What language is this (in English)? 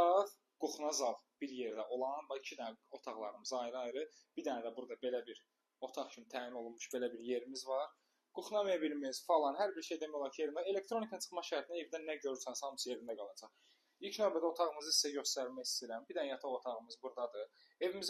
Azerbaijani